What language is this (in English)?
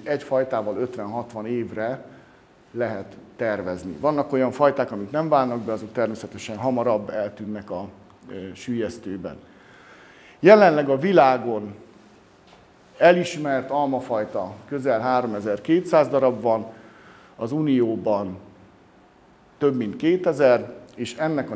Hungarian